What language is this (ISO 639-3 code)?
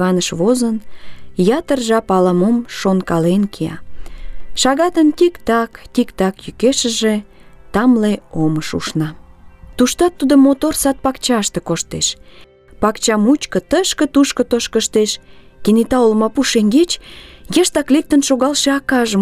chm